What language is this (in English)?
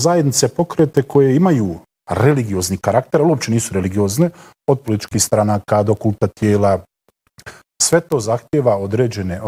Croatian